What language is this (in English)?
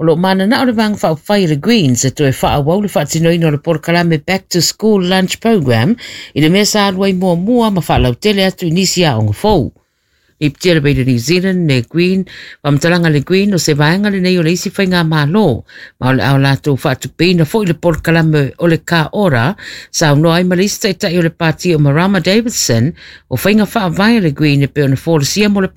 Samoan